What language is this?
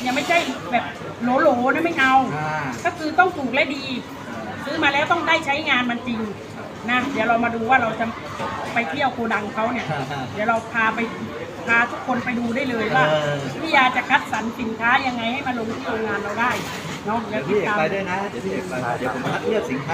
Thai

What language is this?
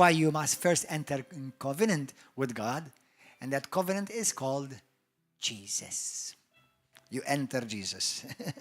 English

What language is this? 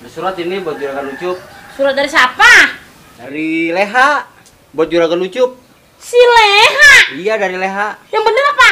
Betawi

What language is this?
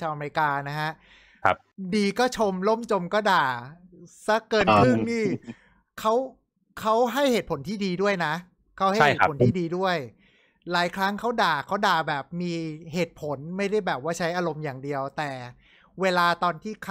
Thai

